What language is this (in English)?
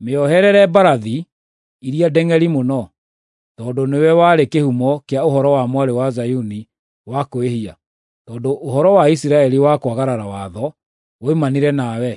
Kikuyu